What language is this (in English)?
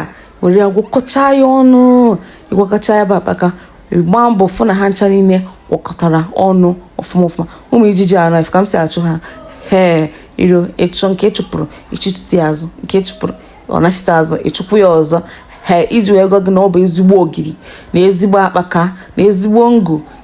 Igbo